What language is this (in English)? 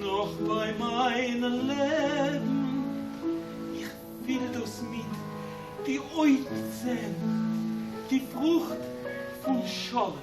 Yiddish